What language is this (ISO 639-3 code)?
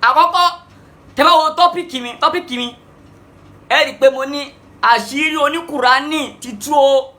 yor